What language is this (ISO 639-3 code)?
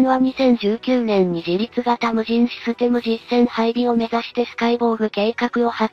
jpn